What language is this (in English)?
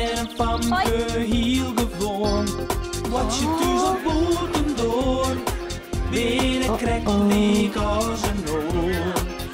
Western Frisian